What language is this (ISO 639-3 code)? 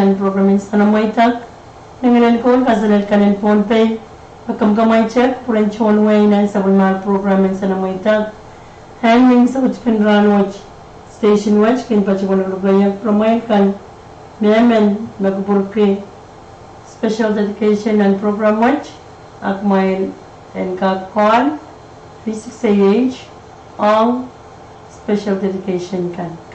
pon